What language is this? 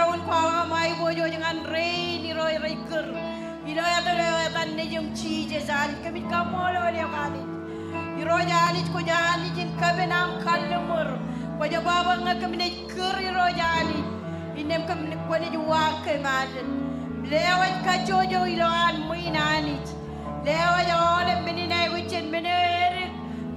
Marshallese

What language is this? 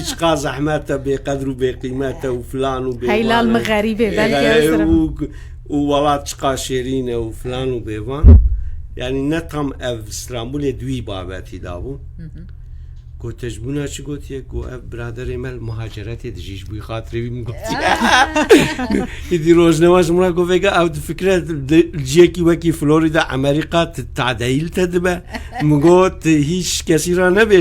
Kurdish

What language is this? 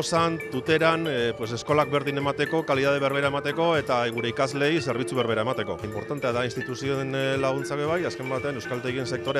Basque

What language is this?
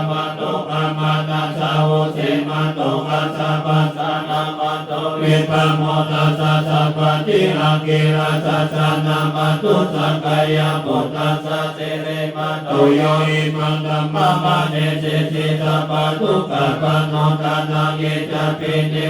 Pali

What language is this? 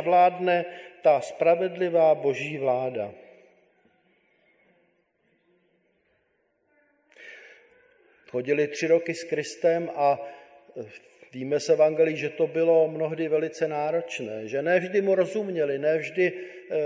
Czech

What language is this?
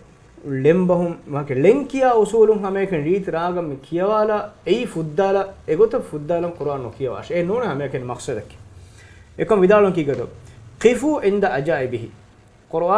Divehi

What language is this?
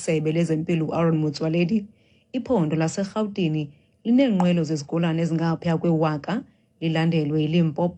Xhosa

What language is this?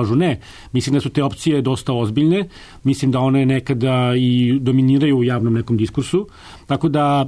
Serbian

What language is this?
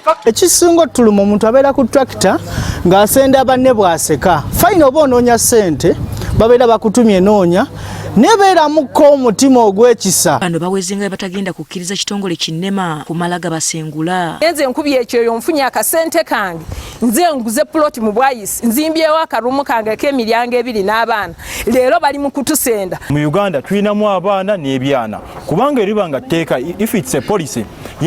Ganda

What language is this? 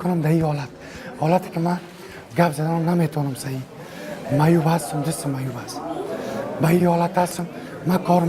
Persian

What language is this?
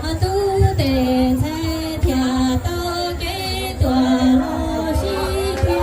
Hmong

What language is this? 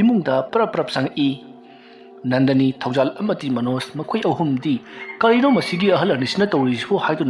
Manipuri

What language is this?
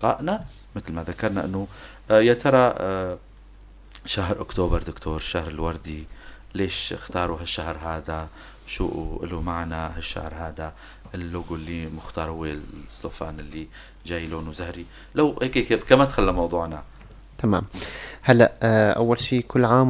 North Levantine Arabic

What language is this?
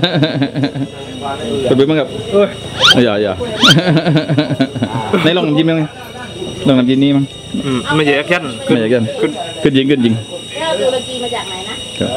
Thai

